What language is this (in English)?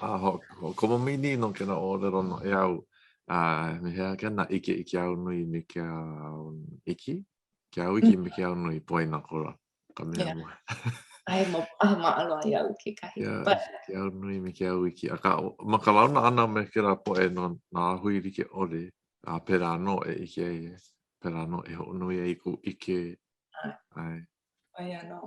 Hawaiian